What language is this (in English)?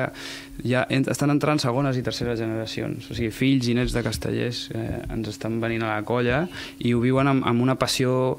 Catalan